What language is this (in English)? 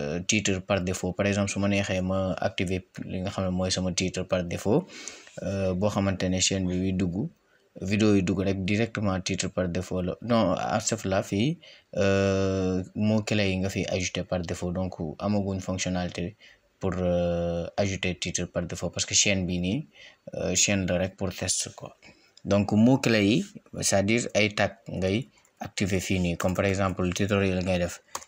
Wolof